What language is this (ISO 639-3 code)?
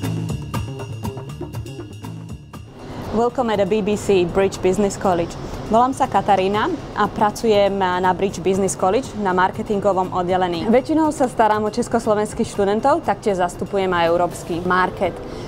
slk